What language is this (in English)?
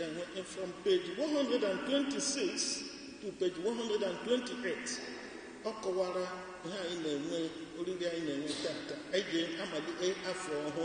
Igbo